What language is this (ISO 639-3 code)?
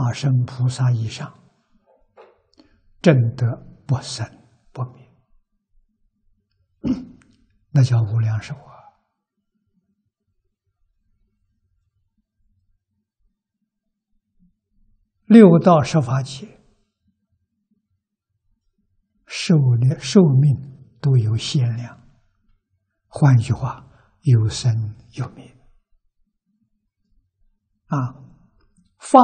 zho